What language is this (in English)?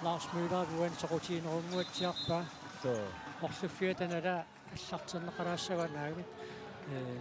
Kalaallisut